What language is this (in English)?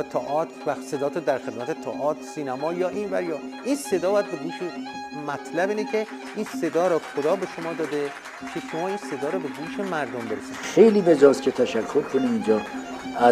Persian